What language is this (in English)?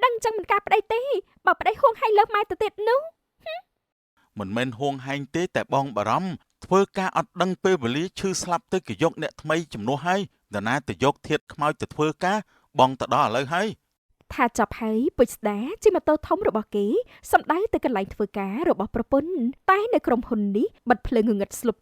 Khmer